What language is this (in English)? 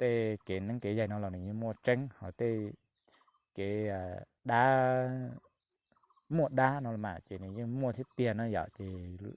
Hmong